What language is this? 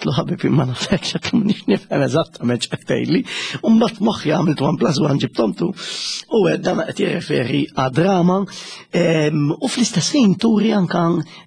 Maltese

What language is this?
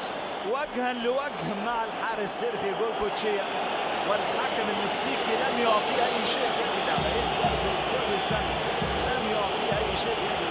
Arabic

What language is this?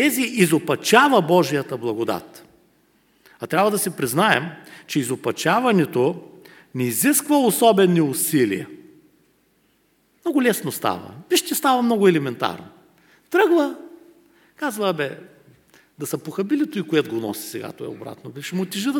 Bulgarian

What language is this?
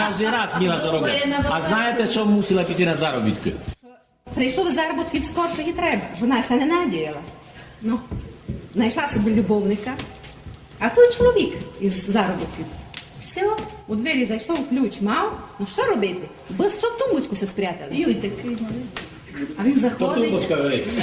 Rusyn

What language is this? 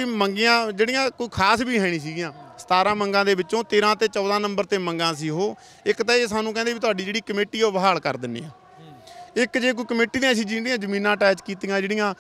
Punjabi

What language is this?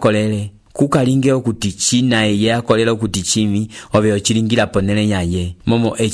Umbundu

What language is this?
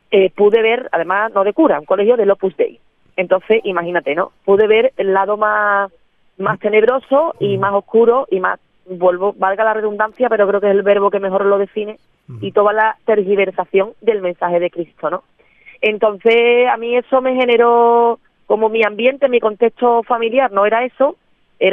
Spanish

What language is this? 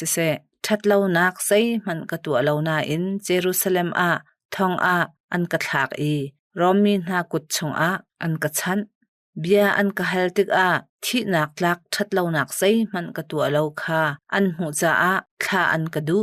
Hakha Chin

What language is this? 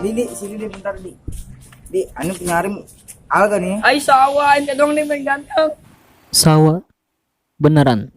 Betawi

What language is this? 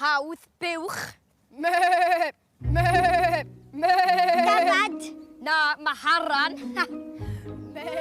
Welsh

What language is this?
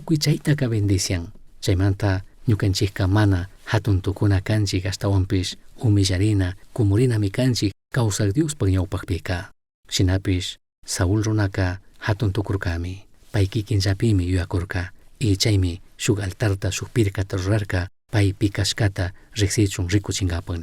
Chimborazo Highland Quichua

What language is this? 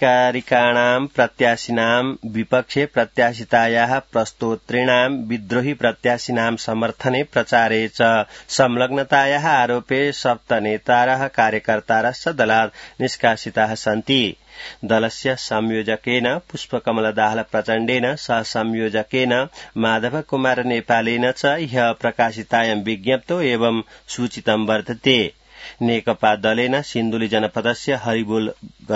Sanskrit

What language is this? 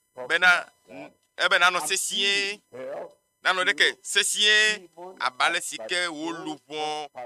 Ewe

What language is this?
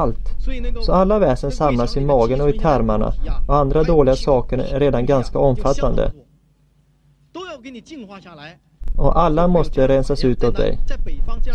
Swedish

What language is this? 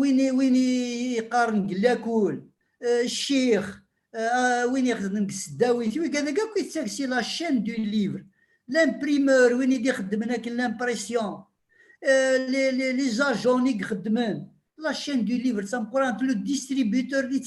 Kabyle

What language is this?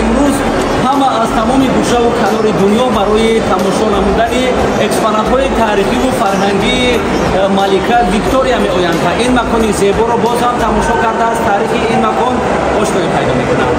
Tajik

